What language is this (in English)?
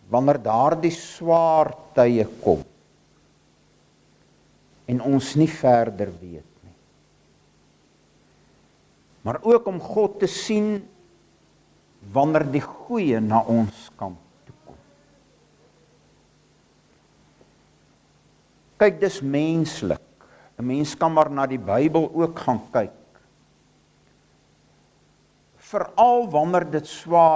Afrikaans